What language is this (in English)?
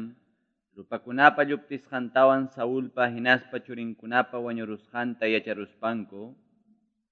Ayacucho Quechua